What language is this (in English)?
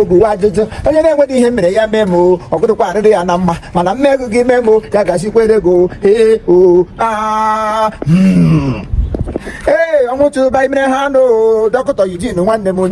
Igbo